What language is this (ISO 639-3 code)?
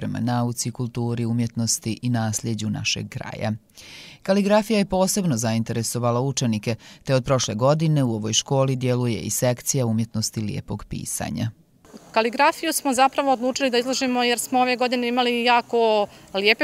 bos